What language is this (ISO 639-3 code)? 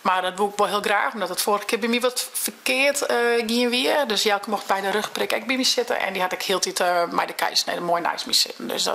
fry